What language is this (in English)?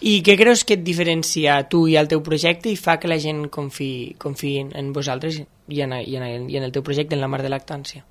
Catalan